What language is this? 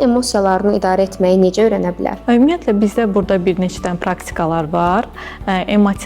Azerbaijani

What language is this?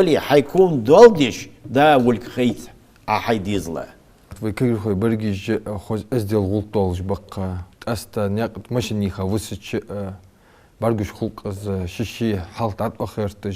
Ingush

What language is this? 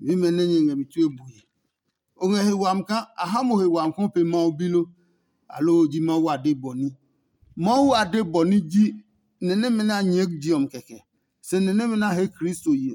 Adangme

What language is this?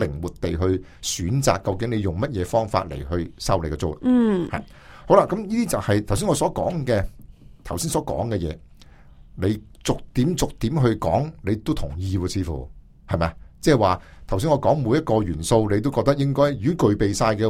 Cantonese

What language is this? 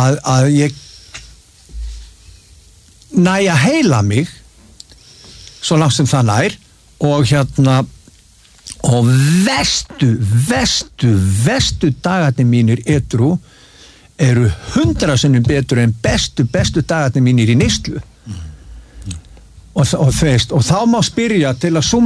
Icelandic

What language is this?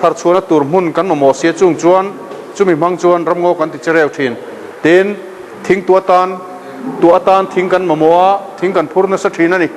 Mizo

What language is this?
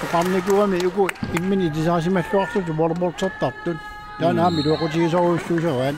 Kalaallisut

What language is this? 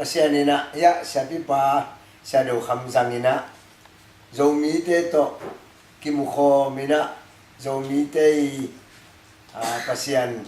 Tedim Chin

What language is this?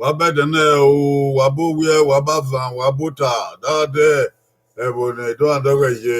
Bini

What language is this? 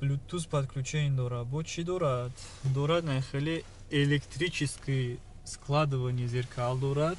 Tajik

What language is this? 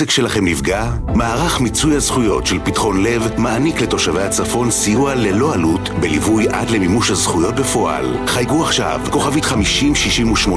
Hebrew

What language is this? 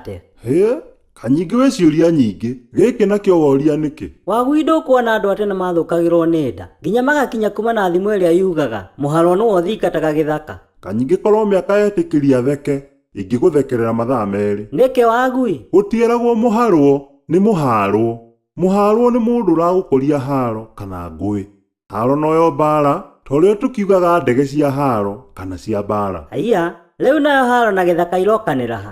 Kikuyu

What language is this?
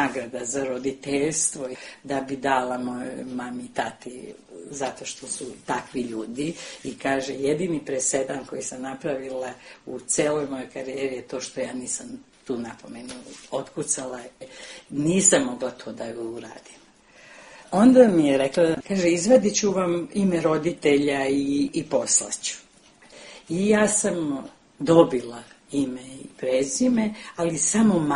Serbian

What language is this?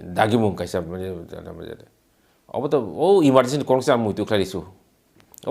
Kok Borok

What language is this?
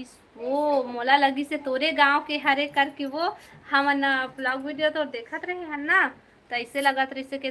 Chhattisgarhi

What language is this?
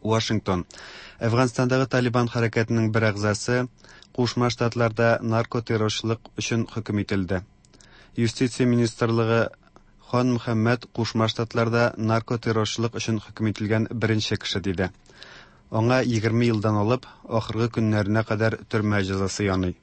Tatar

